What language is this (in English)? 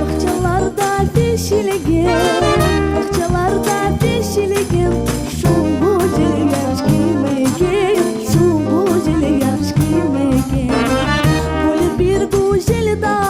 Crimean Tatar